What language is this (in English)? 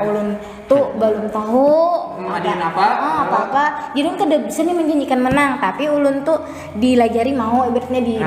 Banjar